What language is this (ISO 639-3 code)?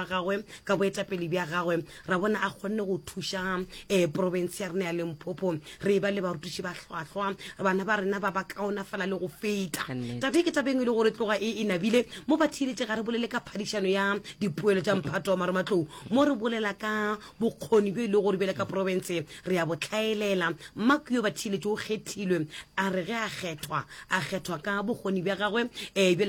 nso